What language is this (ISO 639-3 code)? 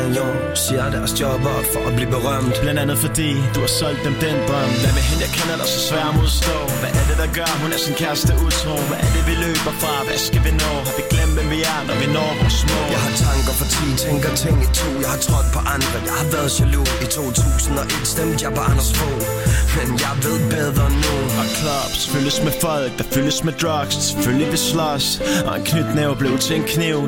dan